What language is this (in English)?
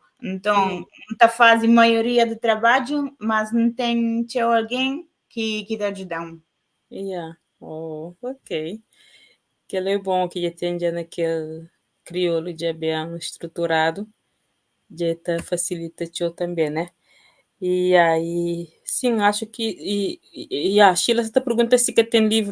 Kabuverdianu